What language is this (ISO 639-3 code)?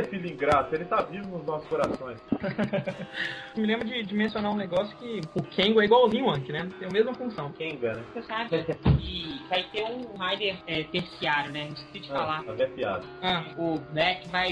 por